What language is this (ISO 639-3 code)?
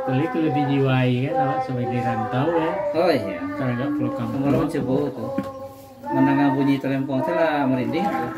min